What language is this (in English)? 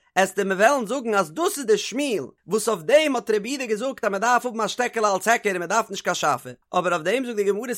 Yiddish